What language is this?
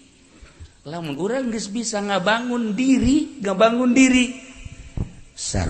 Sundanese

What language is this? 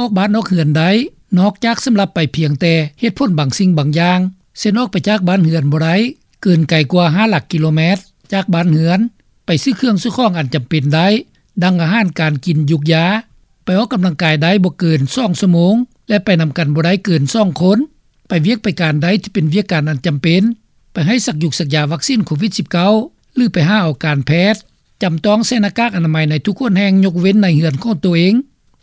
Lao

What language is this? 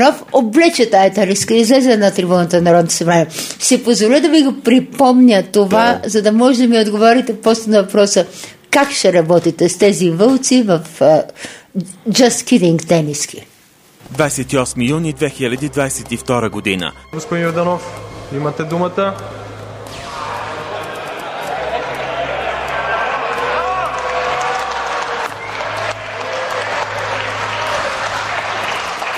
Bulgarian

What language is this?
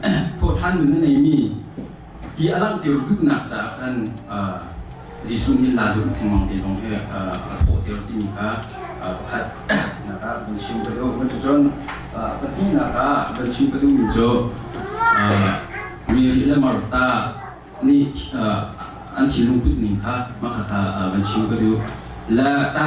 Hakha Chin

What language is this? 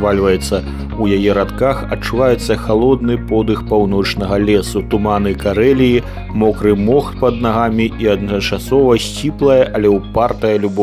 Belarusian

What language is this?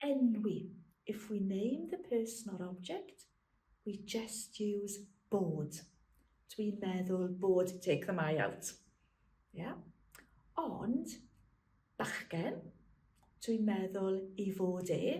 Welsh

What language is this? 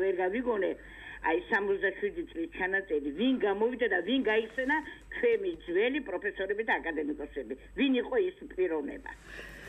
Georgian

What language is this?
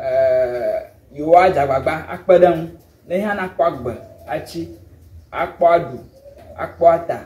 Ewe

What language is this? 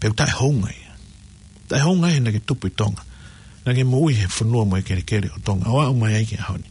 Tongan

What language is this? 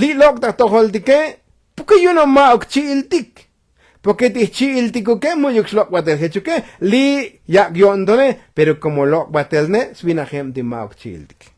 Tzotzil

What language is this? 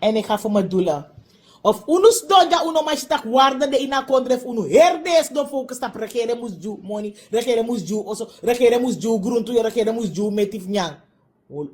Sranan Tongo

